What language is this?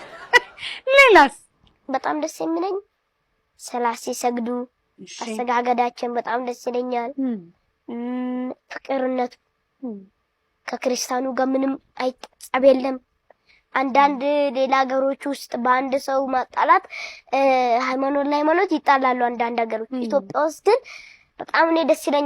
Amharic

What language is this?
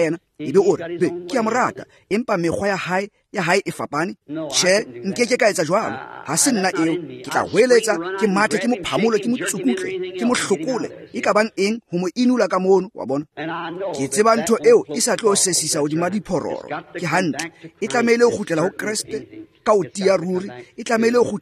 Tswana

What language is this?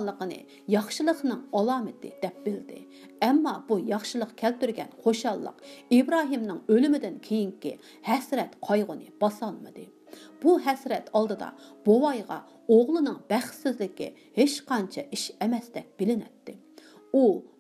Uyghur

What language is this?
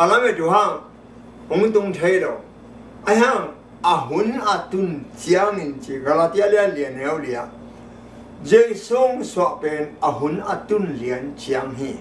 Tedim Chin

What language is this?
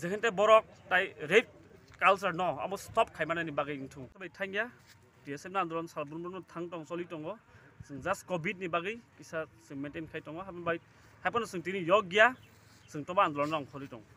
Kok Borok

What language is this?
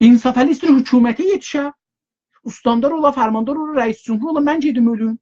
South Azerbaijani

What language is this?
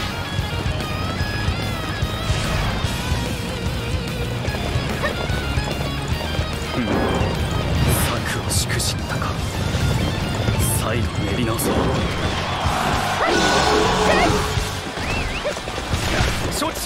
Japanese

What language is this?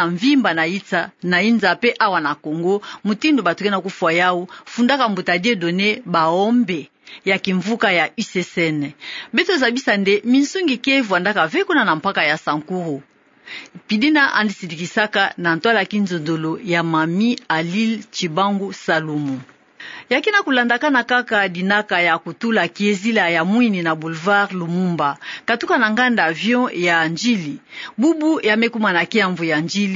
Kituba (Democratic Republic of Congo)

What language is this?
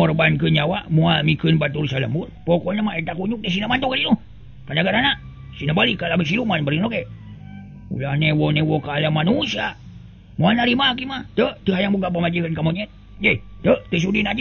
Sundanese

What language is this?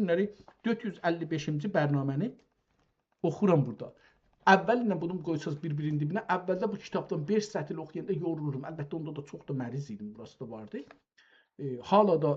South Azerbaijani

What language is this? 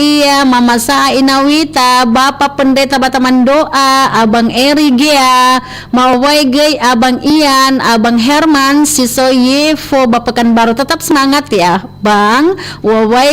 Nias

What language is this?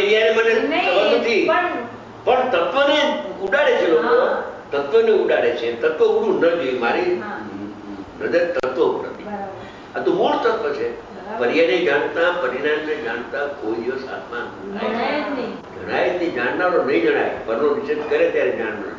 Gujarati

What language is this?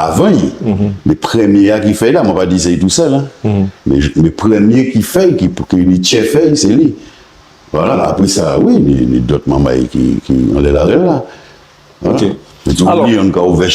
Guadeloupean Creole French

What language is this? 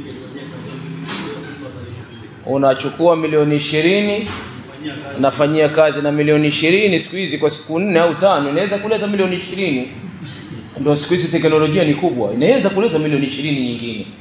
Swahili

